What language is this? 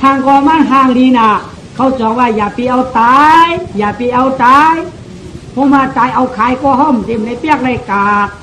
Shan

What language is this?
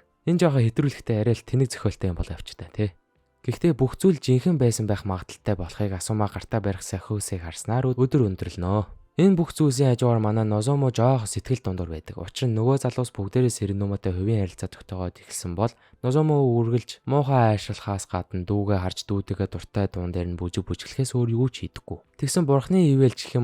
Mongolian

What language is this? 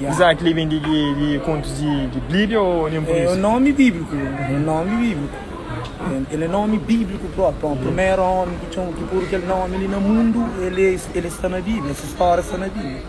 Kabuverdianu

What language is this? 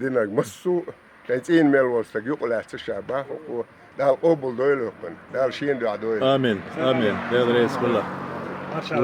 Chechen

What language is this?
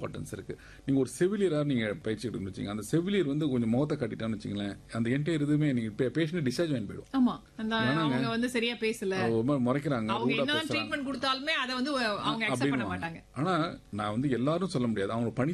Tamil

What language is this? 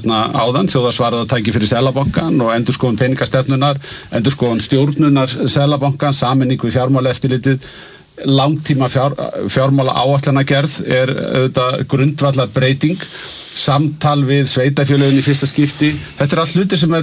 Icelandic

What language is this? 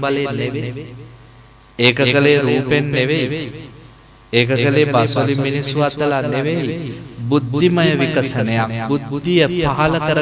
Sinhala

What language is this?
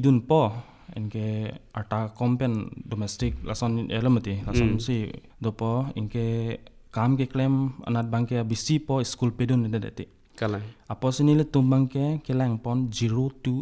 Karbi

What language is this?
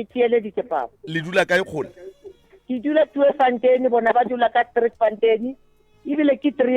Northern Sotho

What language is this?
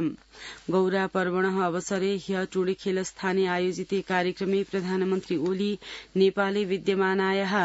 Sanskrit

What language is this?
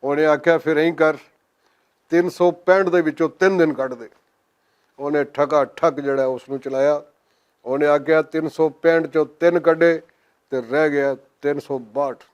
Western Panjabi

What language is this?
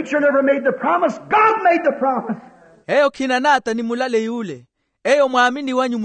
Makhuwa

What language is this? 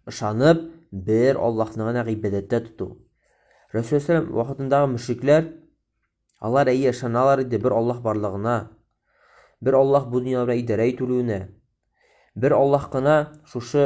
Tatar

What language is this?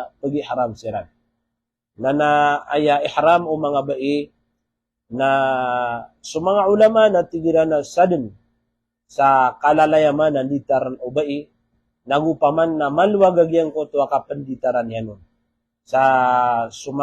Maranao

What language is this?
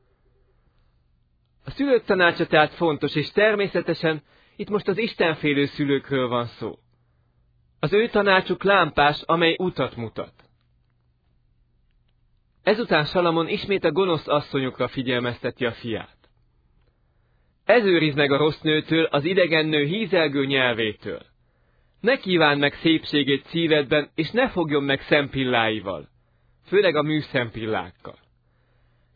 Hungarian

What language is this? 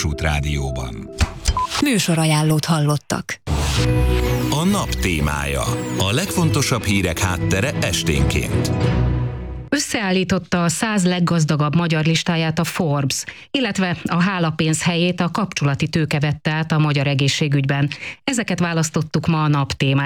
Hungarian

